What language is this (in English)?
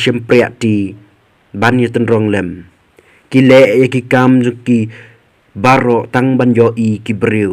Khasi